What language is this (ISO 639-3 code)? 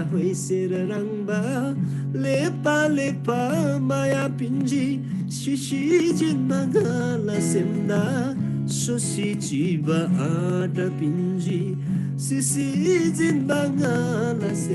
taj